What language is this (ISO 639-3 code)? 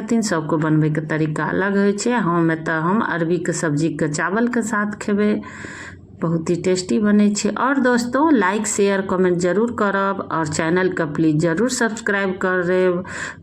mai